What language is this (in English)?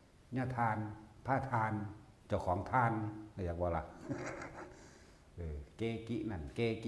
Northeastern Thai